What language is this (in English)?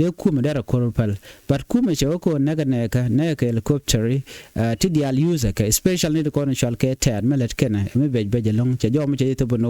Nuer